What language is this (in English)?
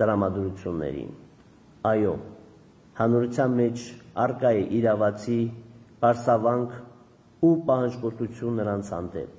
Armenian